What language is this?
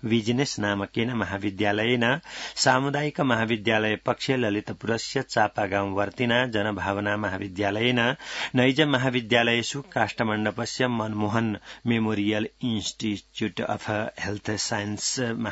Sanskrit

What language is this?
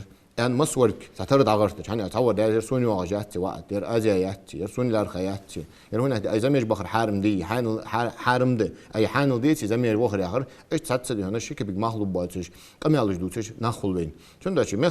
Ingush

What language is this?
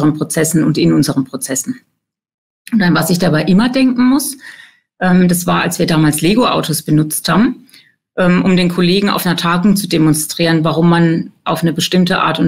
German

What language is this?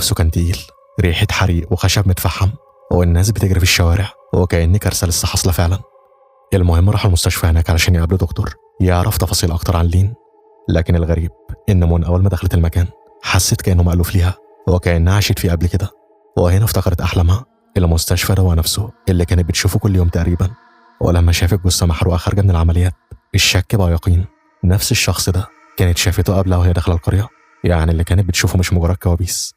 Egyptian Arabic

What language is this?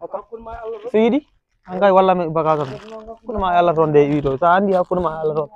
Fula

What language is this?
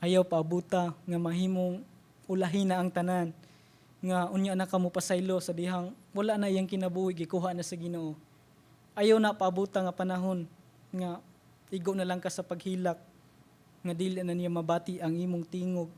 Cebuano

